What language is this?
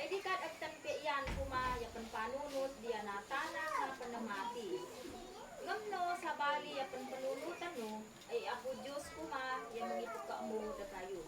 Isnag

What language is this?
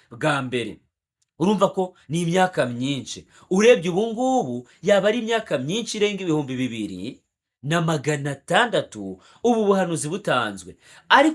Kinyarwanda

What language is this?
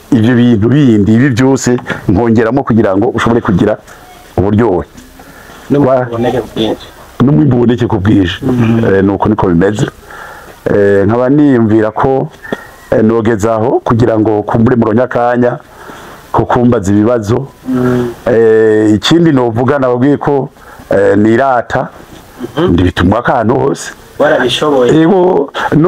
Rundi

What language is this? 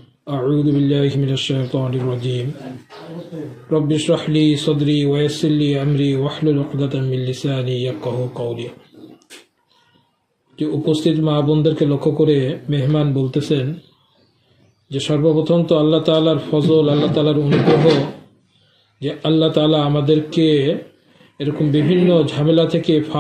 Bangla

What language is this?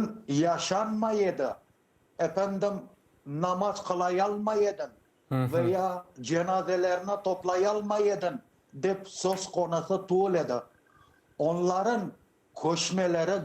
Crimean Tatar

